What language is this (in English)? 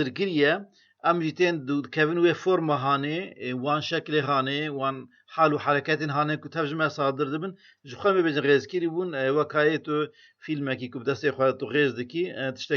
Kurdish